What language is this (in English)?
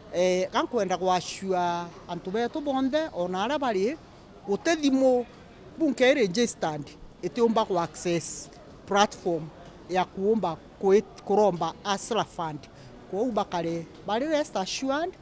Meru